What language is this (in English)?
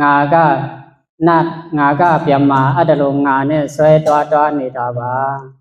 Shan